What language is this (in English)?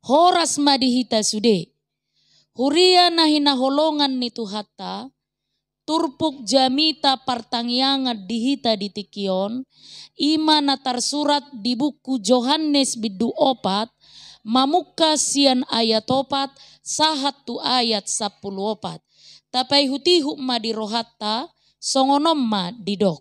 Batak Toba